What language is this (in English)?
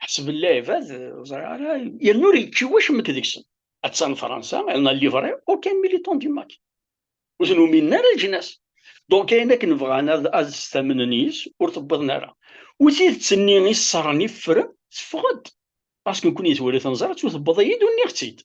Kabyle